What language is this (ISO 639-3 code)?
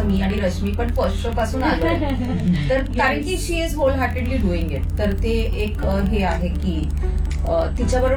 mar